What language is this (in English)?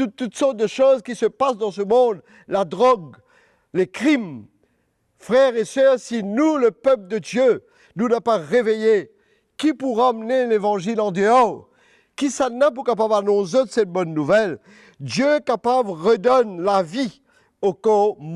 Morisyen